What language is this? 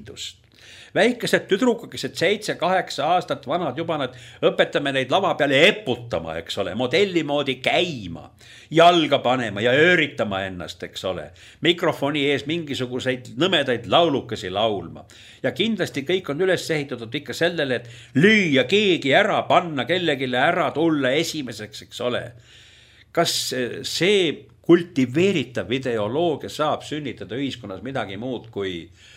Estonian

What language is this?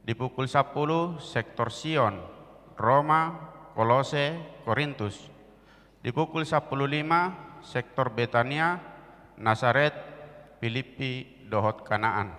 Batak Toba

